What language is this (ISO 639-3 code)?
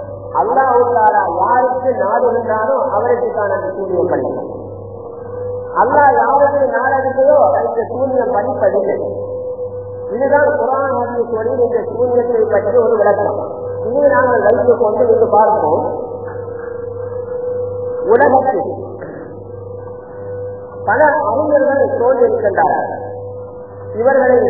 tam